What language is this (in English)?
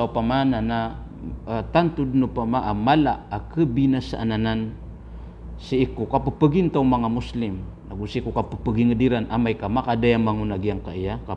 Maranao